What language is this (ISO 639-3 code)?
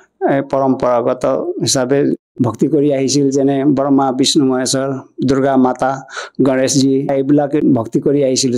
asm